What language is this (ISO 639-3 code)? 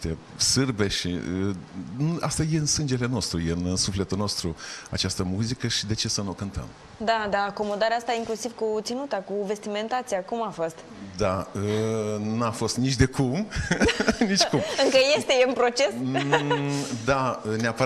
ron